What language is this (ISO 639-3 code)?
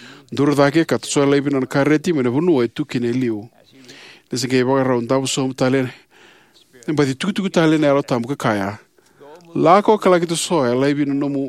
fij